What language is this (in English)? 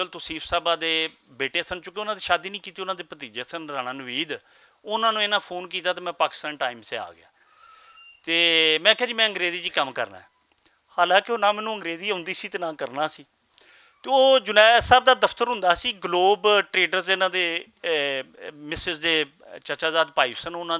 Western Panjabi